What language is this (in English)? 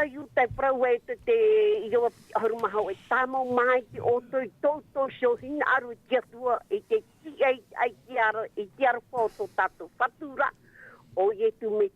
Tahitian